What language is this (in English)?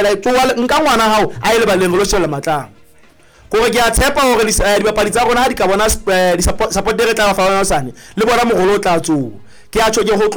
Southern Sotho